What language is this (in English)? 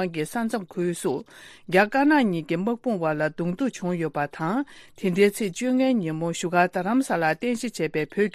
Tibetan